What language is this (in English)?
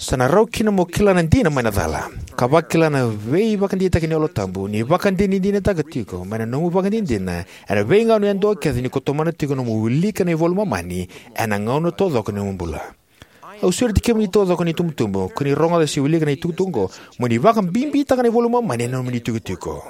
Fijian